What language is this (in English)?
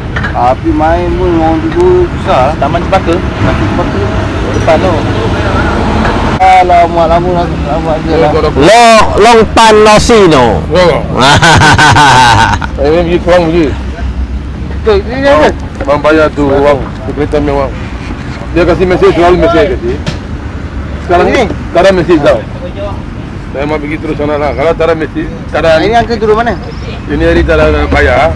Malay